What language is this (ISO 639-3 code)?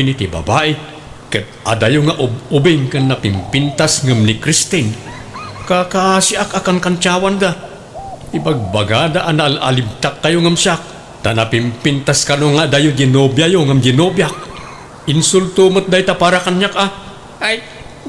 ilo